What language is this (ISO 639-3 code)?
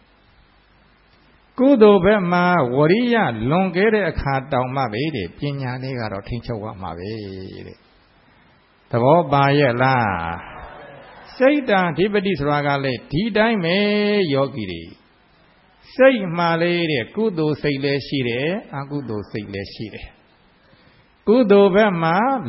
mya